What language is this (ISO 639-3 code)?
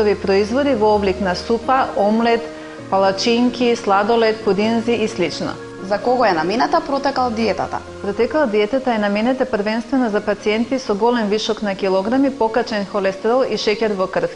mkd